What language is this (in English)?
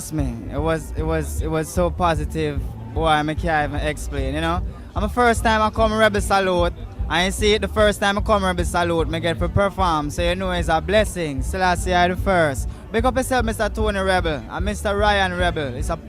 Jamaican Creole English